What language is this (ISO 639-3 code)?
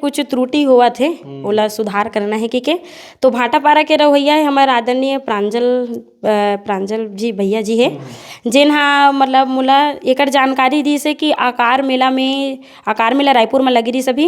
hne